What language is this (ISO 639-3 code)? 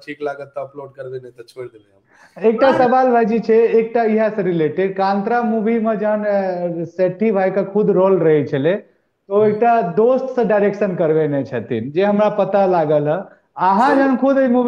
mai